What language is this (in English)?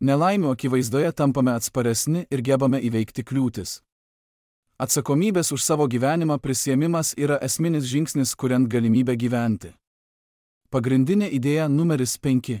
Lithuanian